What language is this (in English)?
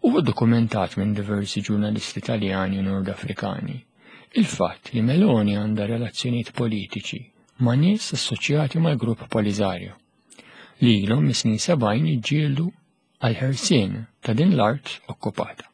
Maltese